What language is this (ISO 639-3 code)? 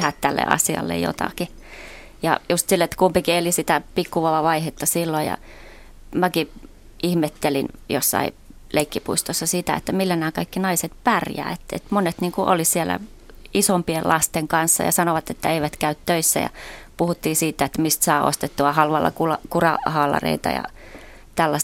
fin